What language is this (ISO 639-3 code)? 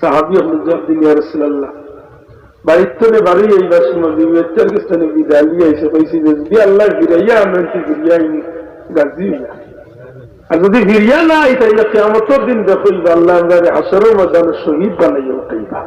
syl